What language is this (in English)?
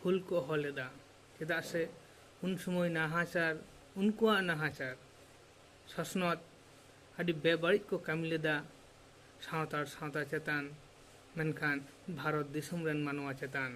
Santali